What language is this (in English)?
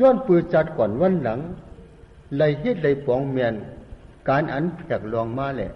Shan